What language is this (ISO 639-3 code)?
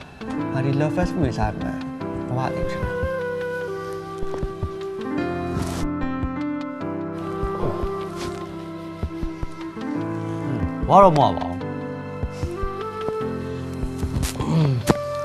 mya